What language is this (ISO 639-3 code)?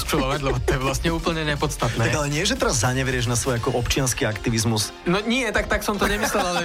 slk